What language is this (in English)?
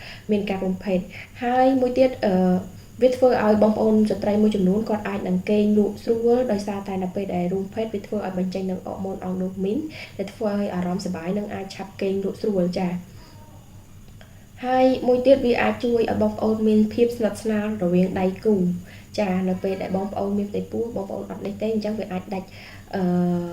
Khmer